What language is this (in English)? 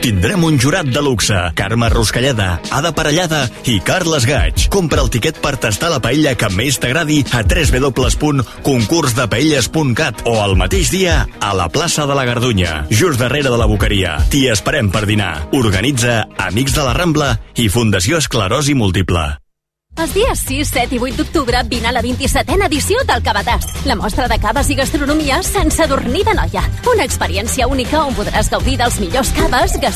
Catalan